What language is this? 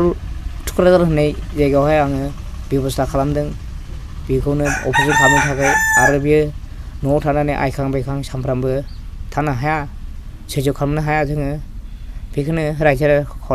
Bodo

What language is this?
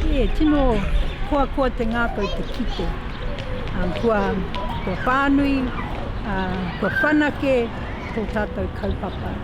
Māori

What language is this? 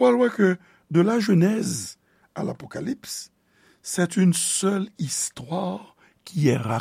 Haitian Creole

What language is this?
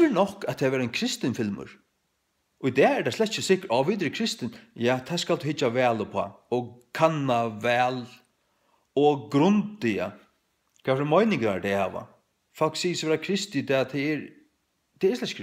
Faroese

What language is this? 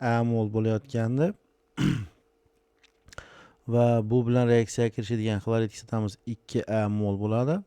Uzbek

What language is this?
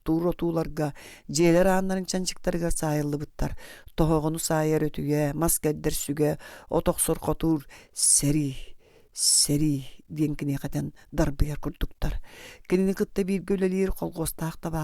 Yakut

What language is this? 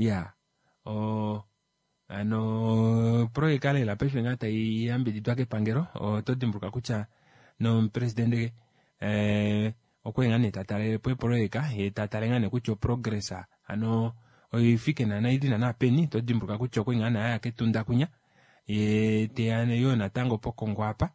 Kuanyama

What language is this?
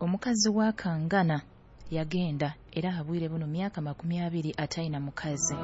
Nyoro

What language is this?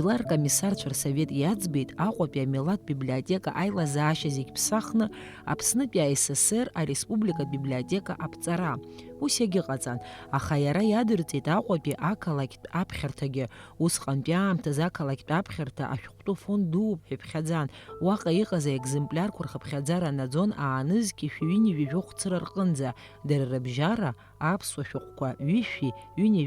Abkhazian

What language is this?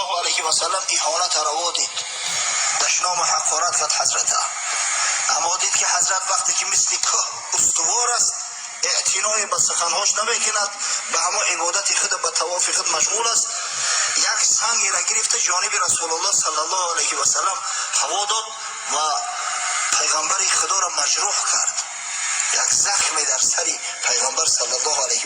Tajik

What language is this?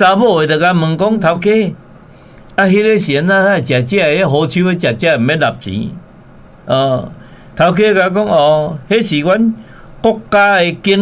Min Nan Chinese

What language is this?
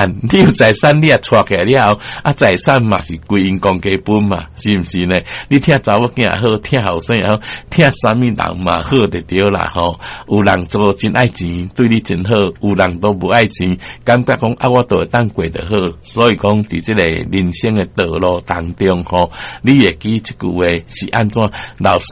Min Nan Chinese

